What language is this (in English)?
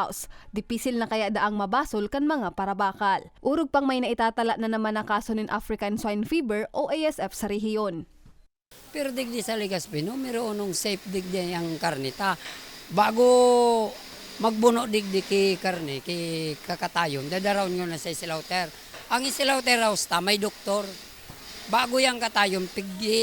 Bikol